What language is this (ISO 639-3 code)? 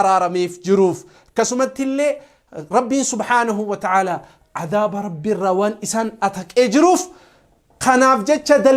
orm